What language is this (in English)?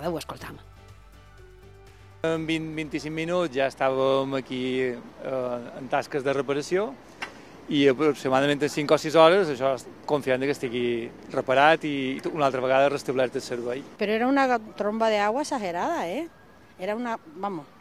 Catalan